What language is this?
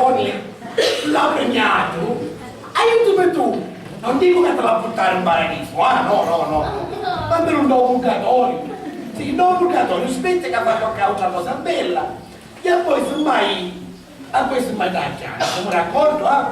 Sicilian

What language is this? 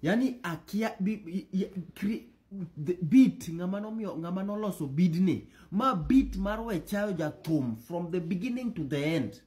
Luo (Kenya and Tanzania)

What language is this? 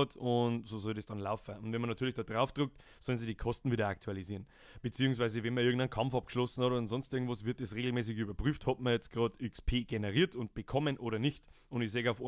Bavarian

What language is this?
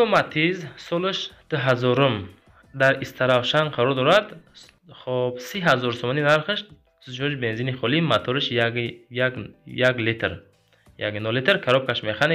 Tajik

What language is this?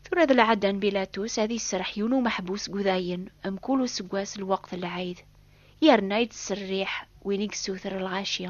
Kabyle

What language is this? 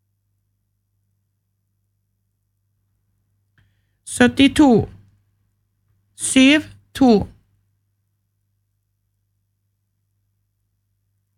Norwegian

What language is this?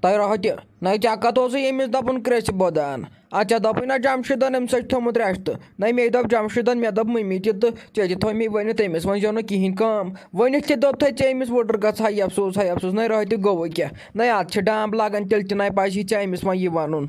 Kashmiri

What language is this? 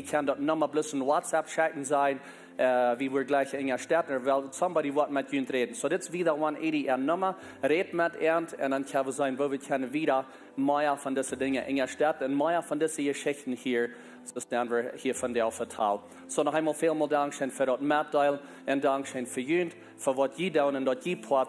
Plautdietsch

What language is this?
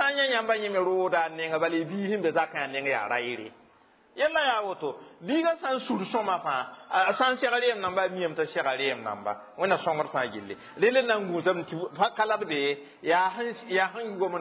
Mossi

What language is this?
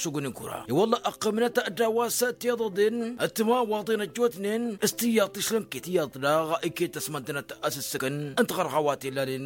Tamasheq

